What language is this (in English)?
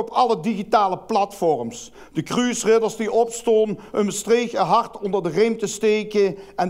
Limburgish